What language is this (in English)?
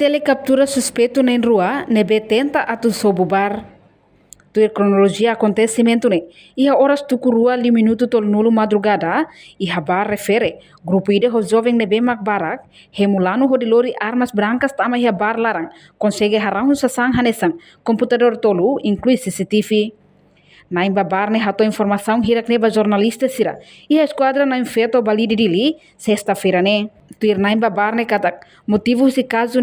Tetum